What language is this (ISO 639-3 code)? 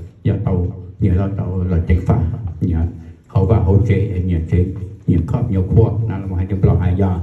hmn